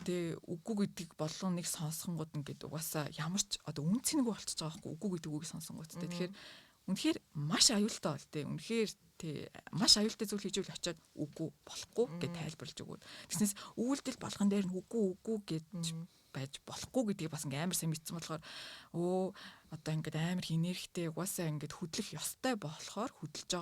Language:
Mongolian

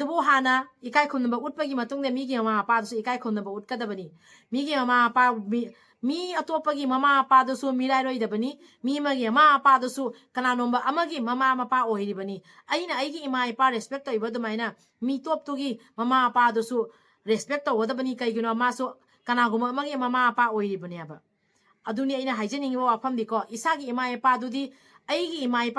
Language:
Manipuri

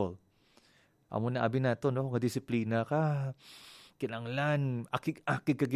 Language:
Hiligaynon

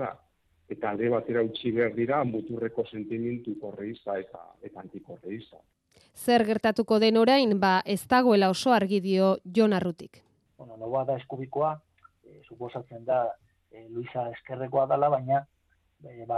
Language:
Basque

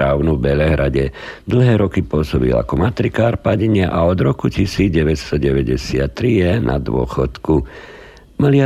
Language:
Slovak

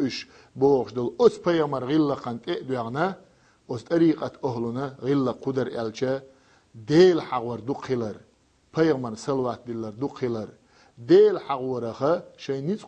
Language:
Chechen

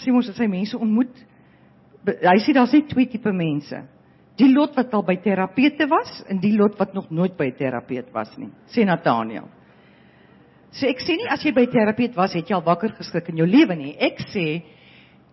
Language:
Afrikaans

